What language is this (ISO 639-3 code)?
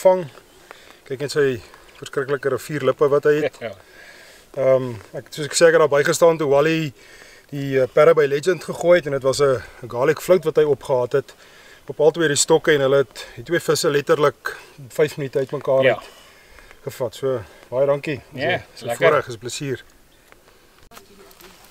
afr